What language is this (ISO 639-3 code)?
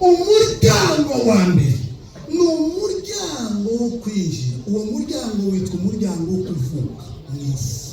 kin